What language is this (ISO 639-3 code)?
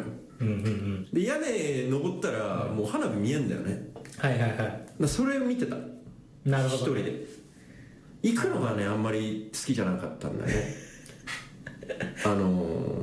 jpn